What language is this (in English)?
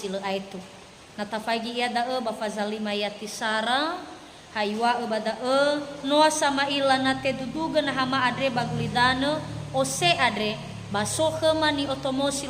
Nias